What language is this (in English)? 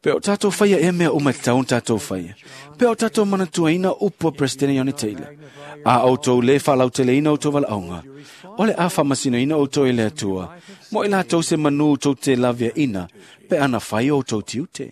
Samoan